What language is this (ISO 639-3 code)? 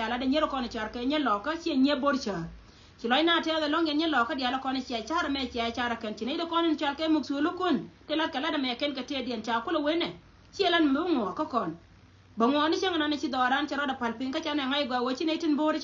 nus